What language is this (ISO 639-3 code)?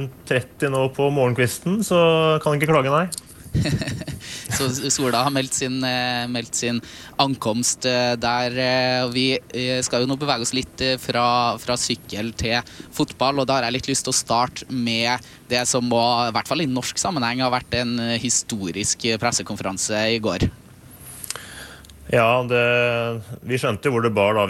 nor